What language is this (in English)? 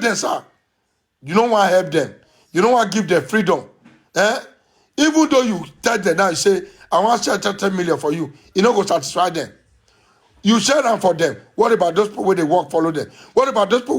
Nigerian Pidgin